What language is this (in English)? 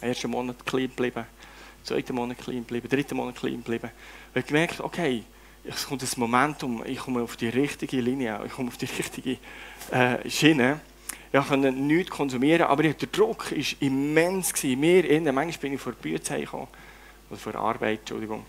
Swiss German